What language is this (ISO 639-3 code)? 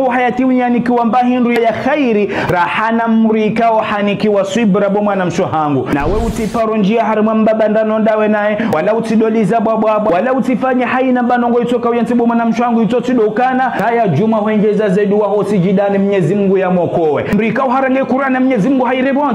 zdj